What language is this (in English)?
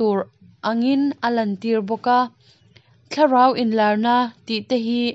Mizo